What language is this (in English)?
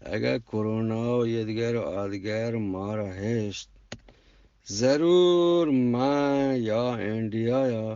Eastern Balochi